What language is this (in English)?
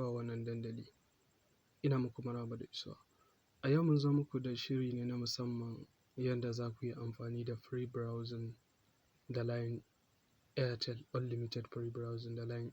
Hausa